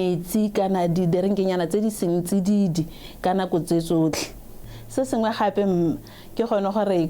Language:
Tswana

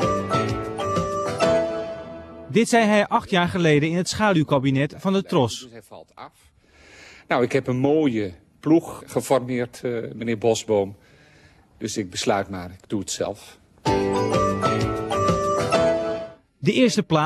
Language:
Dutch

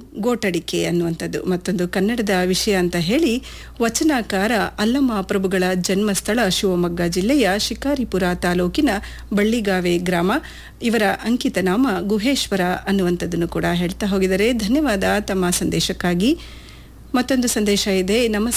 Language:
Kannada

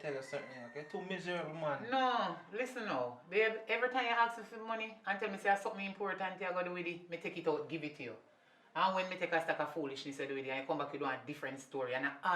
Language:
Jamaican Creole English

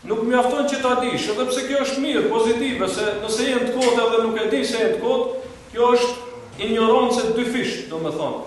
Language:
Albanian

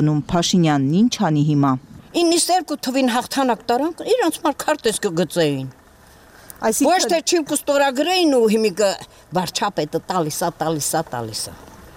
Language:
Armenian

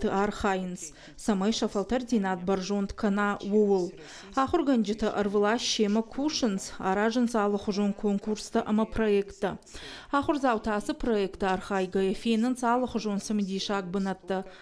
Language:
Ossetic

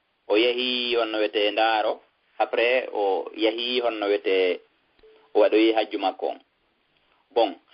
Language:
Fula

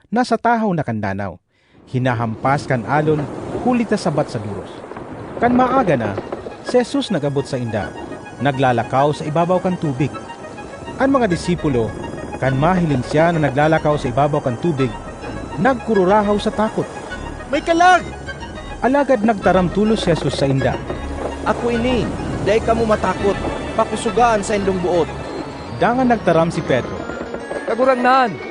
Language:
Bikol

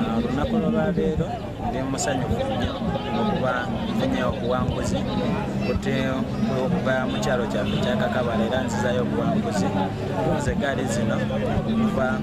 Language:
Nyankole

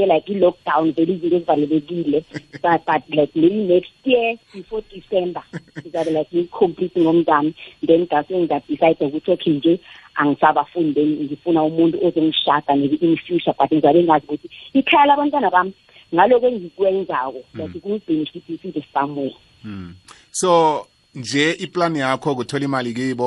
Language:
South Ndebele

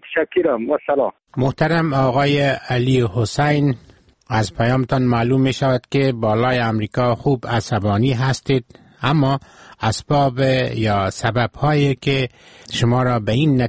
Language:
Persian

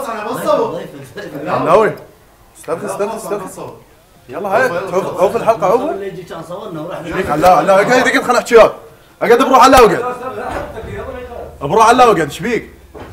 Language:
Mesopotamian Arabic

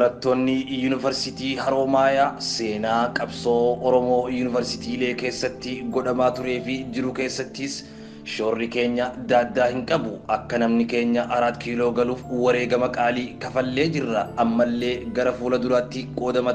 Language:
Oromo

